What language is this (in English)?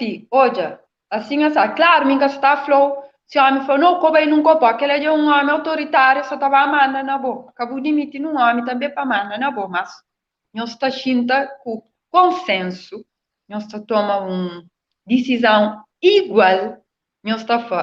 Kabuverdianu